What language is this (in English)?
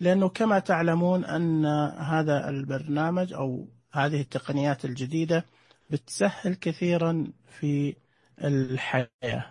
Najdi Arabic